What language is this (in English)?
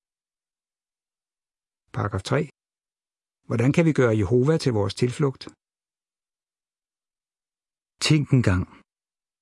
Danish